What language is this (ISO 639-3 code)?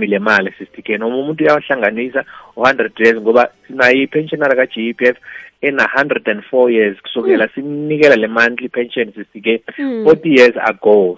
nbl